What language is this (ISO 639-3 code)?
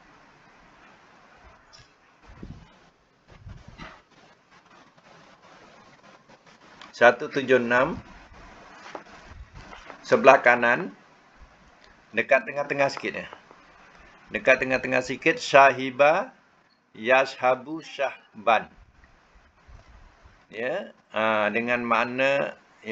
msa